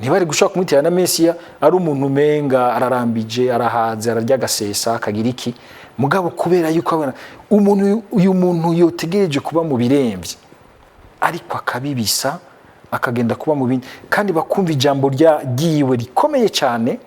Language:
Rundi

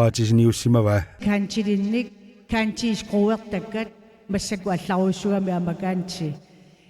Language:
Kalaallisut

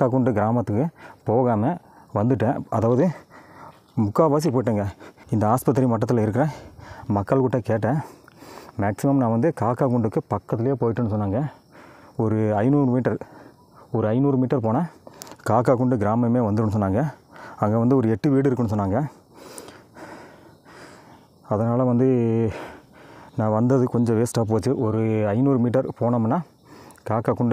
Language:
Tamil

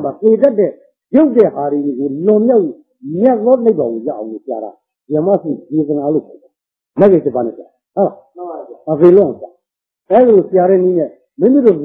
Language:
Burmese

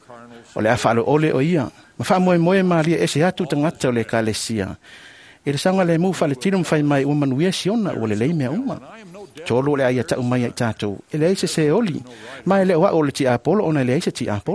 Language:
Samoan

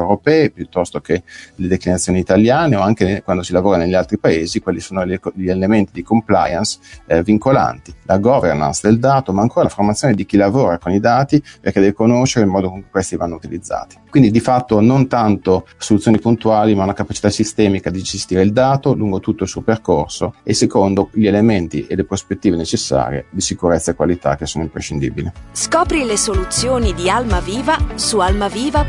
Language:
Italian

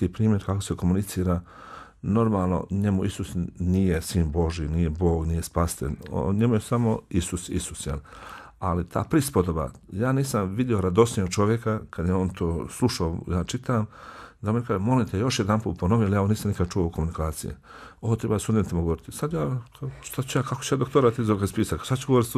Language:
Bosnian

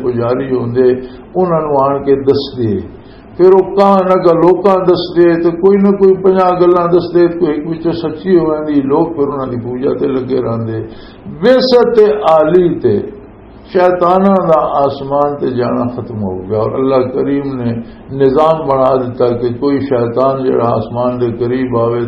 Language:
Western Panjabi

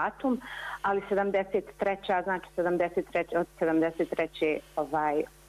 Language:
Bosnian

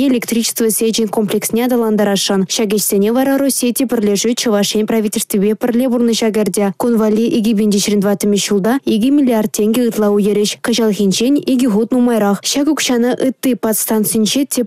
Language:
Chuvash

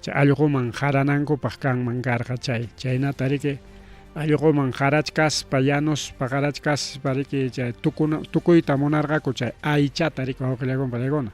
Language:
Ayacucho Quechua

